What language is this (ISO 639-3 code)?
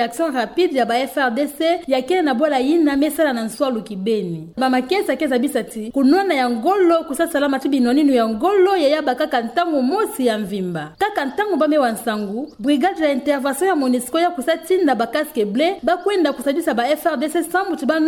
ktu